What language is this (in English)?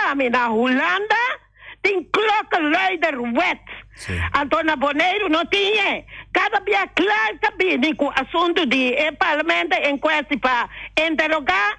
Papiamento